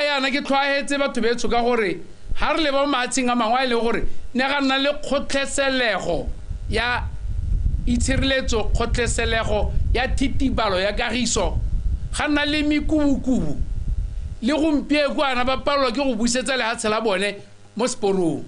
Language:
Tswana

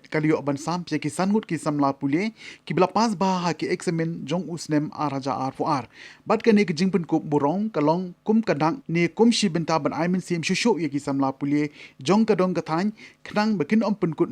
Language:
Khasi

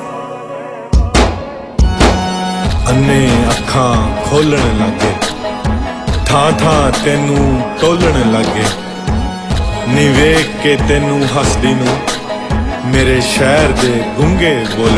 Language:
Punjabi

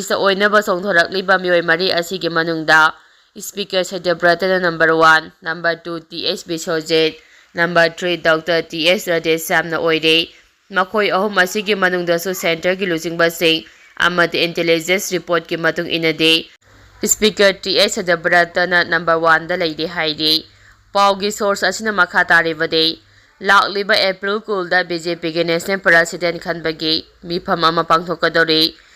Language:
Manipuri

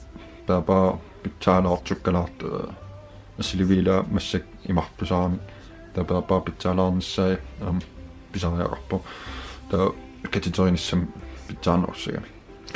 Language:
Kalaallisut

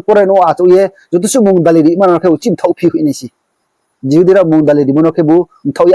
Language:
Riang (India)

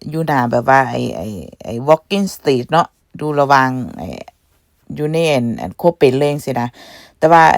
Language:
Lao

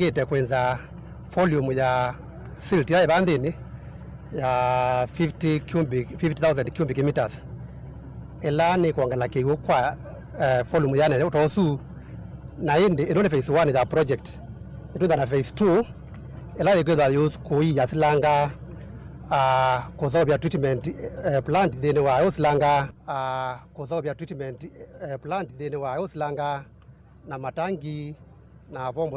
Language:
Kamba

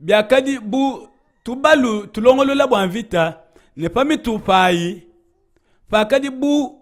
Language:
Luba-Lulua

